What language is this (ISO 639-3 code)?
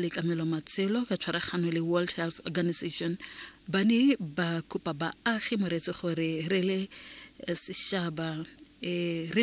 tsn